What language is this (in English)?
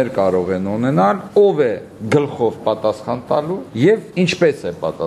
Armenian